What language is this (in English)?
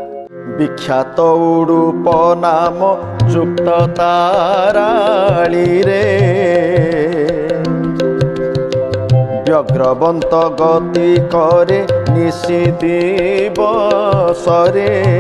Odia